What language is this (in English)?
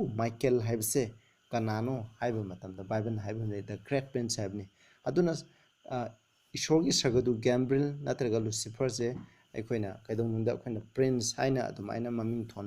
Manipuri